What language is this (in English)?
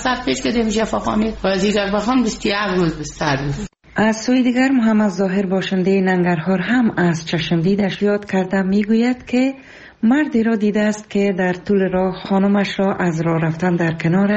Persian